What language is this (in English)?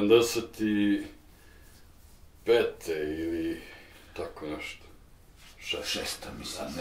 Serbian